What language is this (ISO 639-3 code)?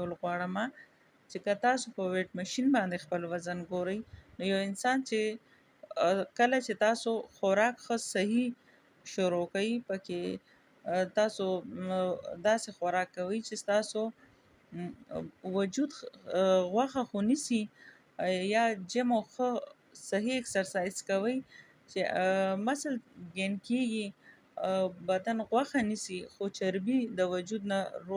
pus